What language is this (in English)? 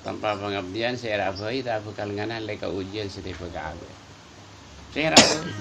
Madurese